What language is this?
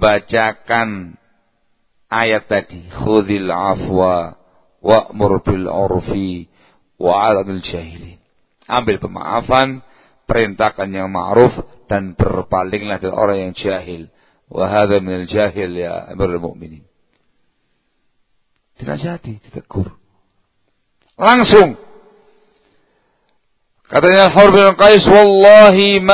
Indonesian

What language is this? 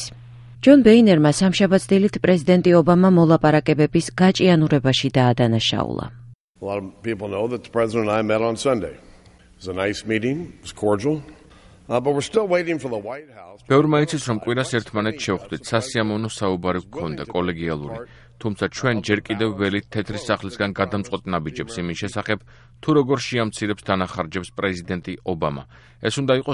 Georgian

